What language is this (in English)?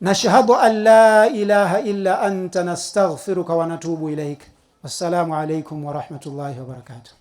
Nyanja